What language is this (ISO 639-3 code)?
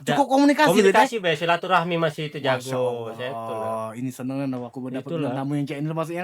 mui